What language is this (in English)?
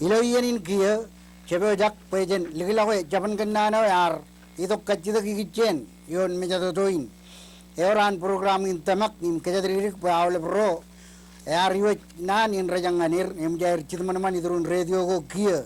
Marshallese